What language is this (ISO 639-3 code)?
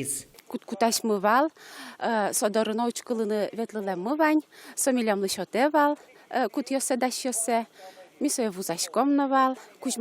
udm